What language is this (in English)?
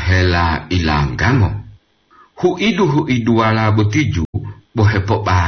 Gorontalo